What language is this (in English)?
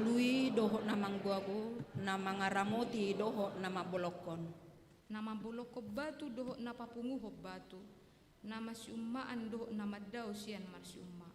Batak Toba